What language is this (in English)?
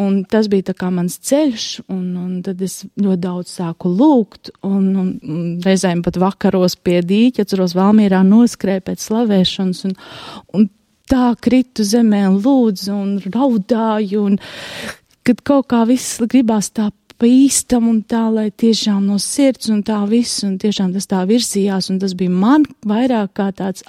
Latvian